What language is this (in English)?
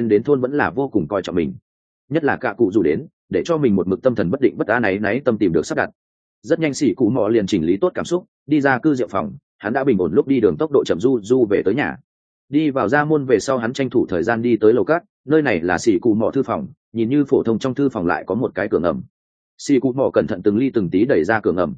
Vietnamese